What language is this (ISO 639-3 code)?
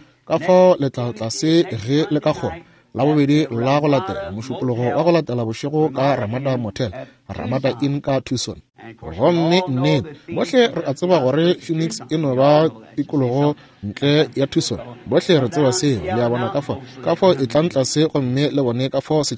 nso